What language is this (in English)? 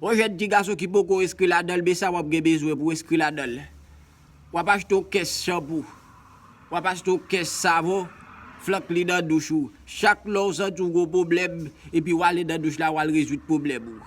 Haitian Creole